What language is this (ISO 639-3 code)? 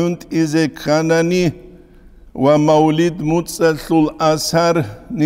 ava